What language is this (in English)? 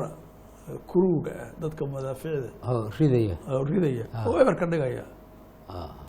Somali